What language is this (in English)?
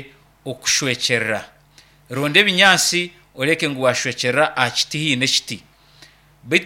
Nyankole